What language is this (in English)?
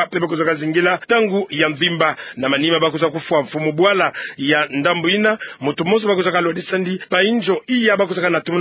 Kituba (Democratic Republic of Congo)